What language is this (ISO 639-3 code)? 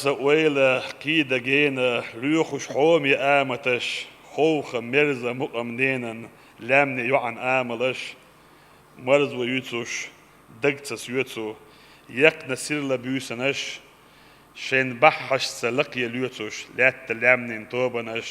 che